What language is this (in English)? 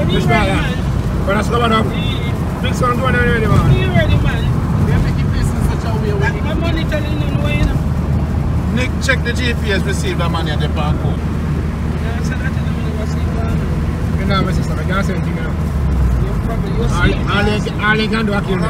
Jamaican Creole English